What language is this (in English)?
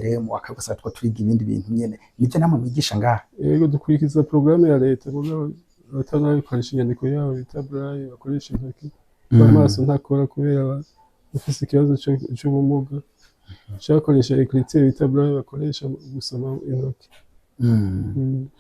Rundi